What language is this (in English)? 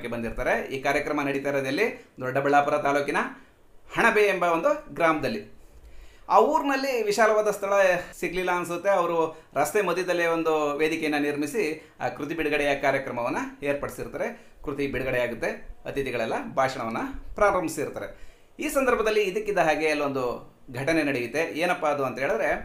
Kannada